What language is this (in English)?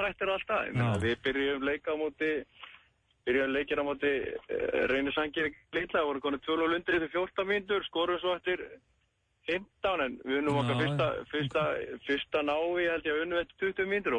Icelandic